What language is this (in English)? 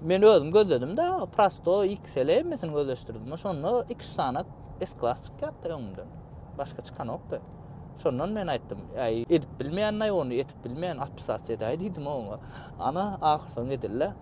Turkmen